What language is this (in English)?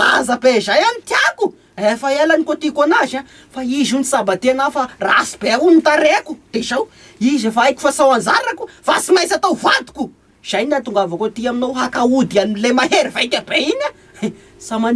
Malagasy